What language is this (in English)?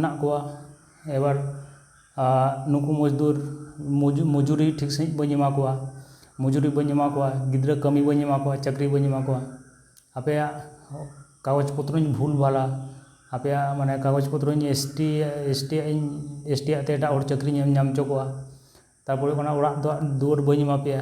Santali